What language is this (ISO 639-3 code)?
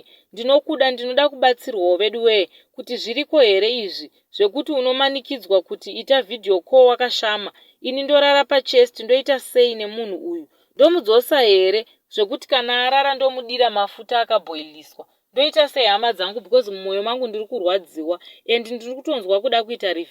sna